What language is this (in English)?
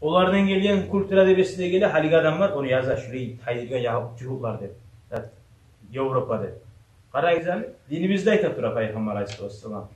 Kumyk